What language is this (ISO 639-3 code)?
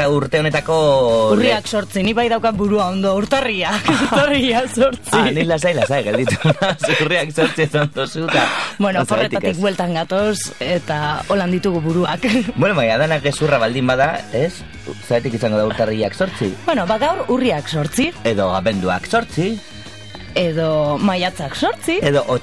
eus